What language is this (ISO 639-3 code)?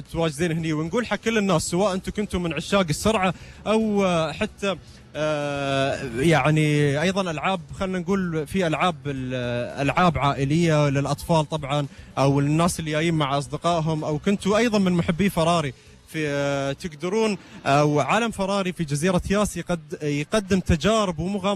afb